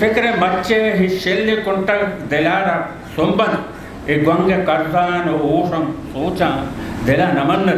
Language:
Eastern Balochi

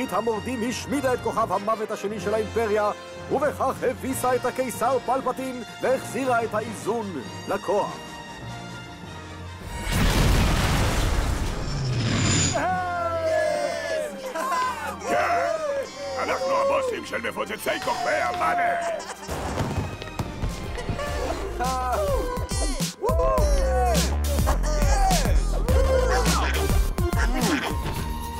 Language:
Hebrew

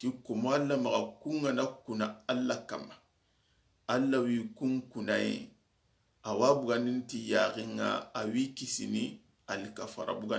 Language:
Soninke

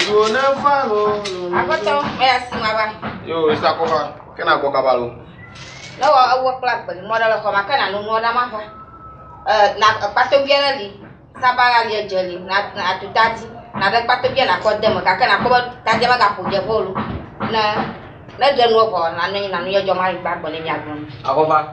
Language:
Ewe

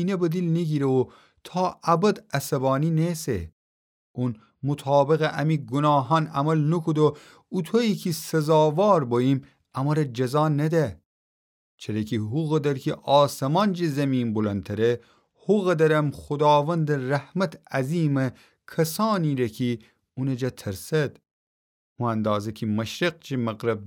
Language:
Gilaki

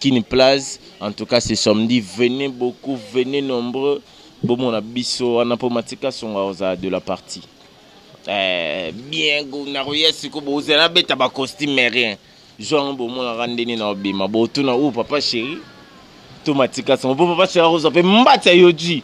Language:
Lingala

